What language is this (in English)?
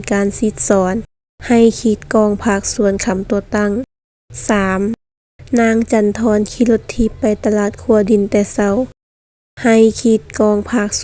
Lao